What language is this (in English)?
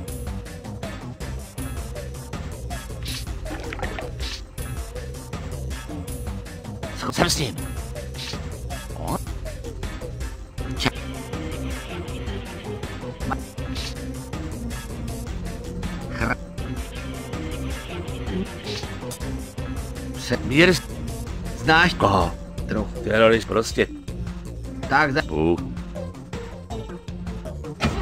Czech